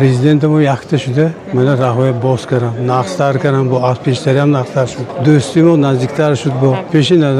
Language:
Tajik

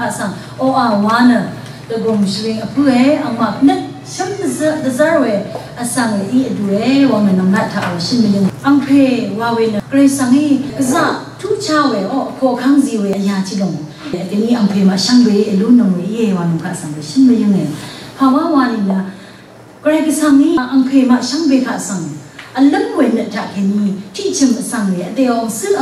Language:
Rawang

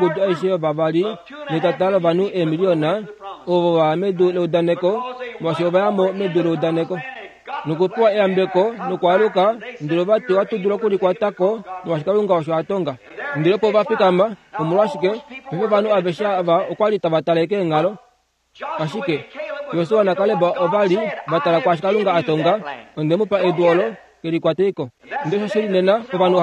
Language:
Kuanyama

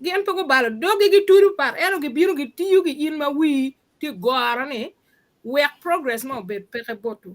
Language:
Acoli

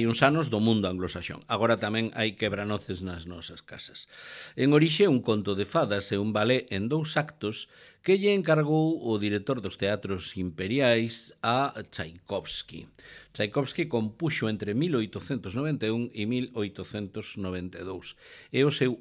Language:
Galician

